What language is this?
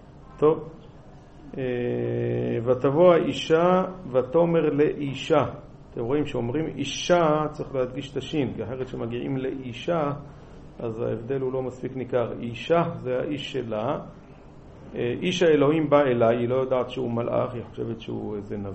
Hebrew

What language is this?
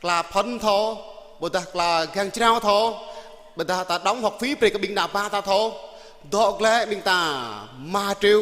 Jarai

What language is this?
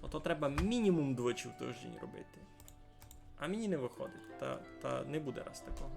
Rusyn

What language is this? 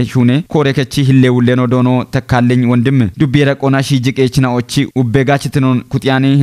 Kafa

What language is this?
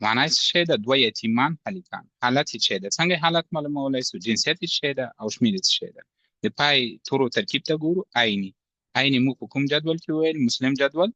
Pashto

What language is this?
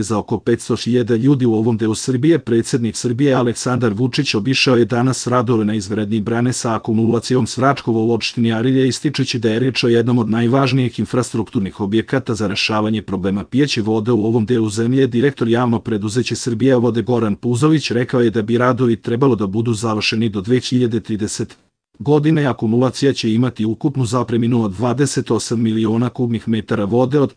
Serbian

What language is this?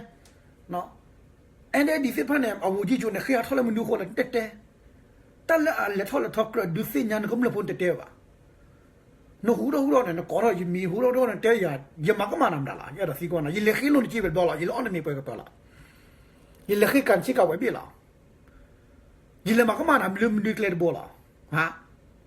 S'gaw Karen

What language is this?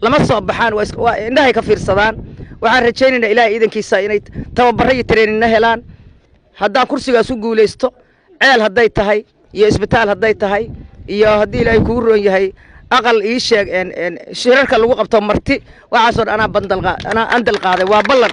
Somali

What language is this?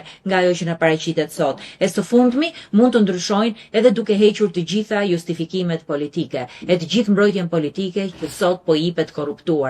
Albanian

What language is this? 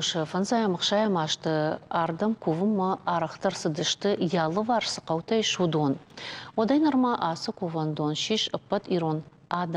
Ossetic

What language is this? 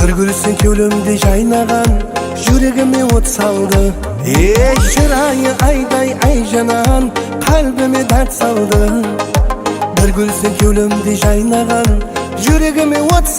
Kara-Kalpak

